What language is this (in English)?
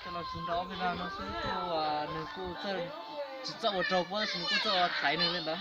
Hmong